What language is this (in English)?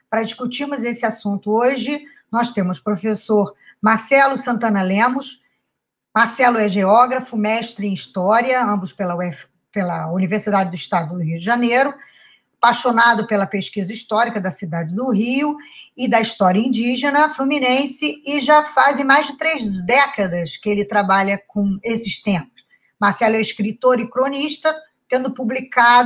Portuguese